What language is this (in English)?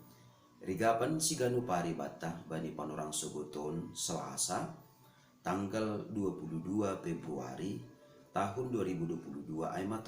Batak Simalungun